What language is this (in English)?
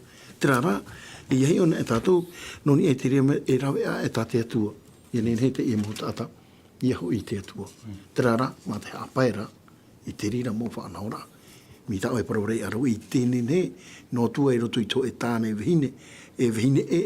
Tahitian